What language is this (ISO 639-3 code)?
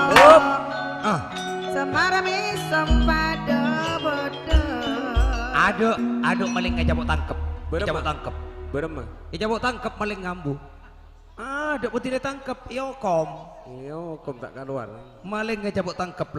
mad